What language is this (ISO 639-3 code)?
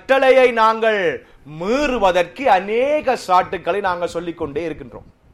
tam